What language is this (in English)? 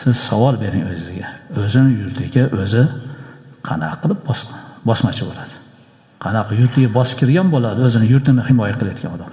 Uzbek